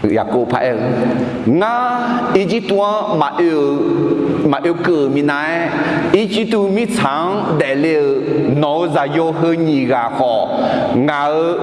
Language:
Akha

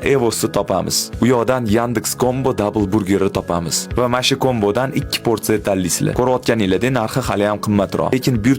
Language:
Uzbek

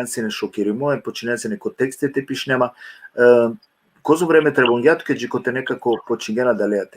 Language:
Balkan Romani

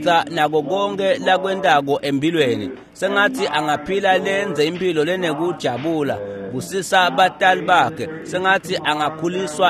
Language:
Swati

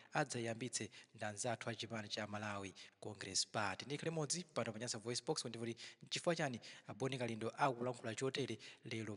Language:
Nyanja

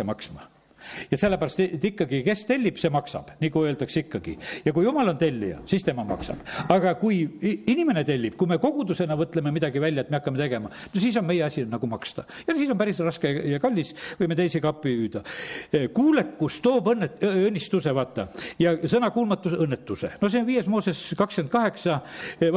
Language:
Estonian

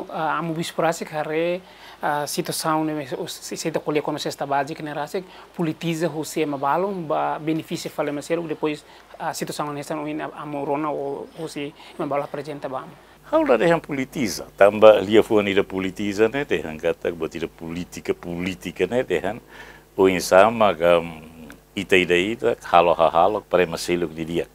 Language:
Tetum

